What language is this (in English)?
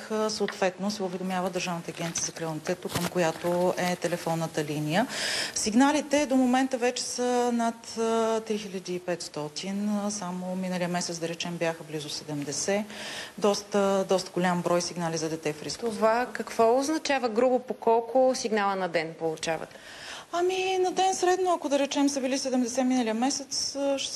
Bulgarian